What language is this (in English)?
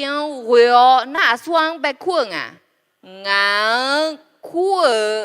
Akha